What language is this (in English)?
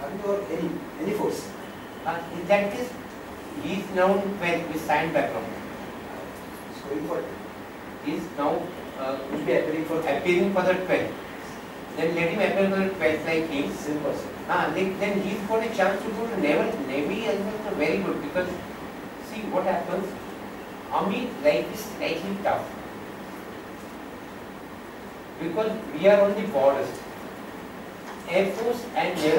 English